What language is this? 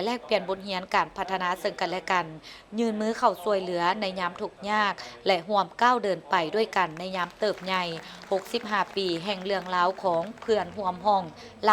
Lao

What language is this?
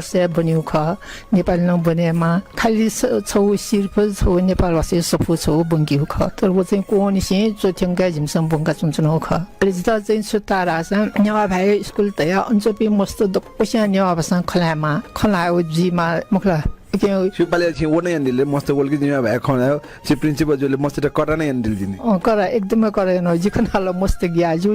Newari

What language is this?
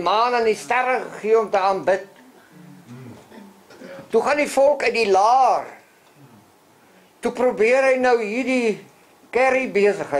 Afrikaans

